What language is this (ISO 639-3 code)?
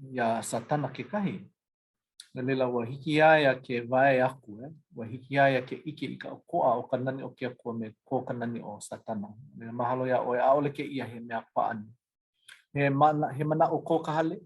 haw